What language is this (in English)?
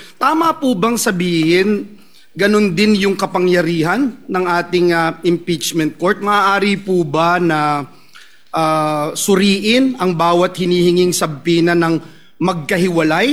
Filipino